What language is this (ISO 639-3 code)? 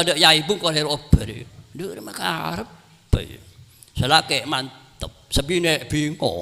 mad